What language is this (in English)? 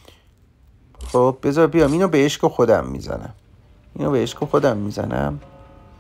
Persian